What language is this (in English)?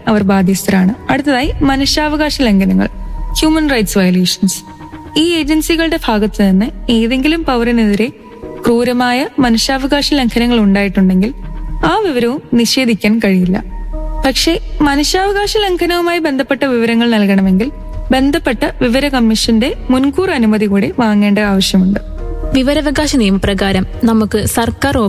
Malayalam